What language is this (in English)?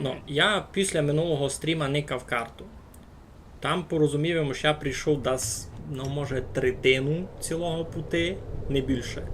Rusyn